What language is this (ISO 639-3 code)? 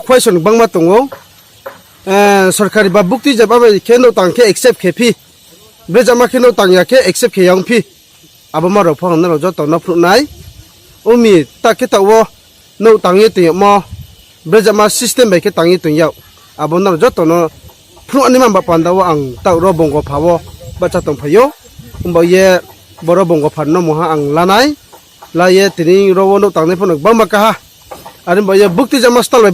ria